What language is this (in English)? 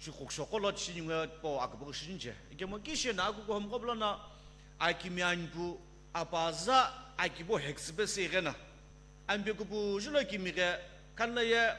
Sumi Naga